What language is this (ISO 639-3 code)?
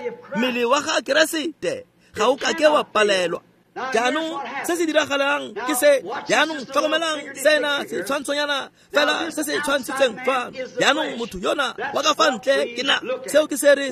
tsn